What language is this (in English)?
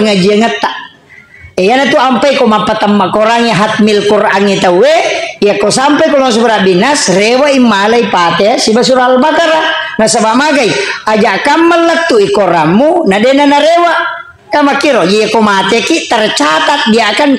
Buginese